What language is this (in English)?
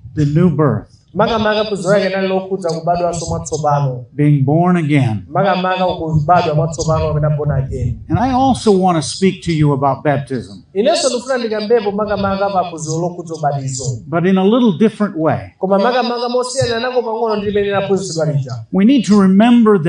Nyanja